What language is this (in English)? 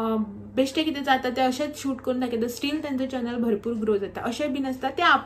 Konkani